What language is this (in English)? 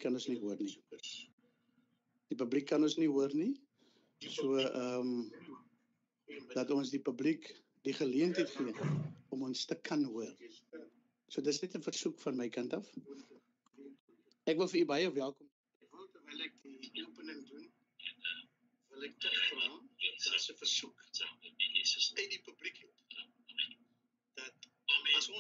Afrikaans